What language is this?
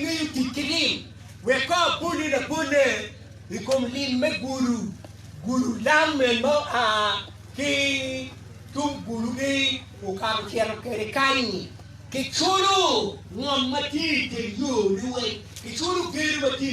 Acoli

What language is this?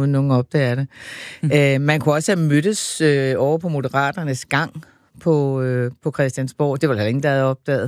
Danish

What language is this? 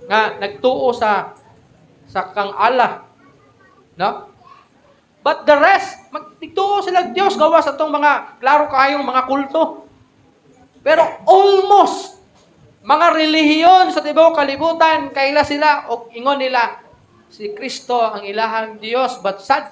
Cebuano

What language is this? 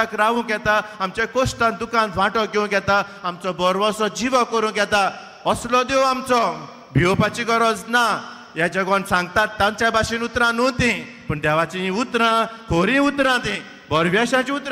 Konkani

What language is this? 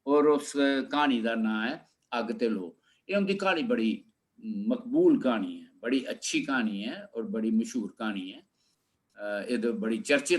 Dogri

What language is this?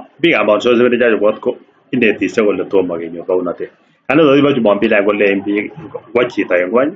Kalenjin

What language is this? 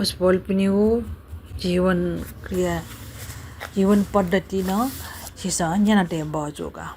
Newari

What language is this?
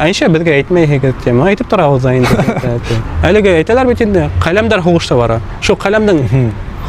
Bashkir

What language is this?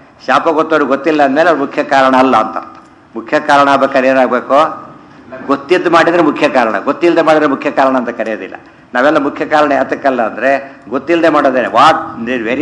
Kannada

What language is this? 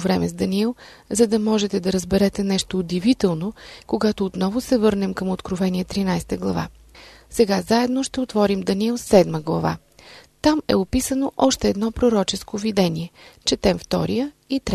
Bulgarian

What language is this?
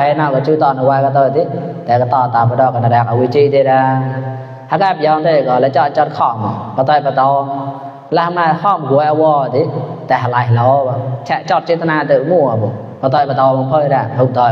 Mon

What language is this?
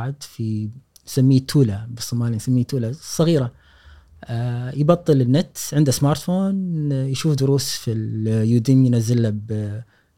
Gulf Arabic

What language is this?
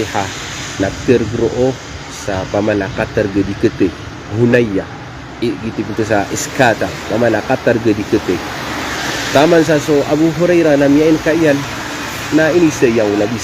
Maranao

